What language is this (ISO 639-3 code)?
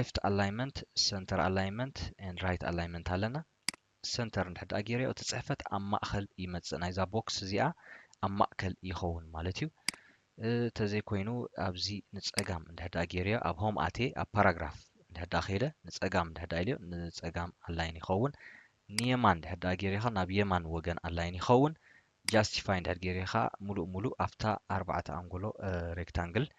tir